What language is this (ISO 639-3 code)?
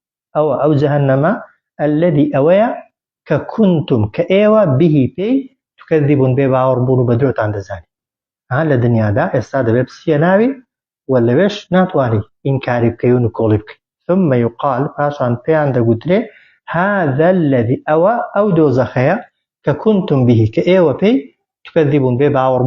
ckb